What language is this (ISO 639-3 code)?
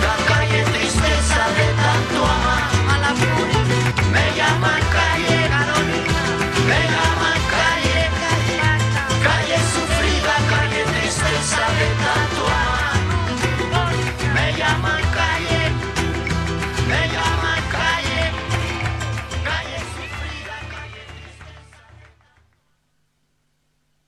spa